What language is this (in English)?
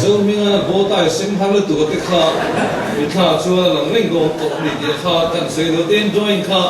Mizo